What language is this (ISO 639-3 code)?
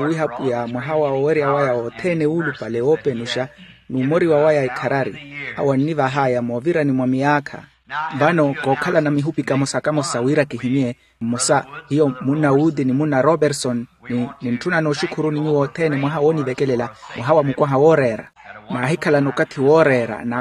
vmw